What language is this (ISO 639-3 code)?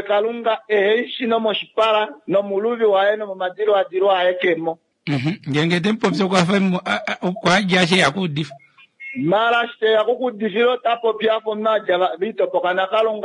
kua